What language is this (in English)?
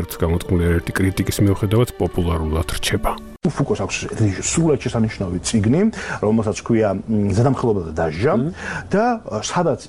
Georgian